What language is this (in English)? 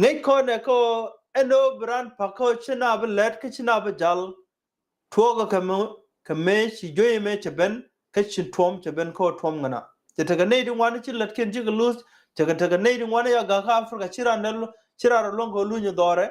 Nuer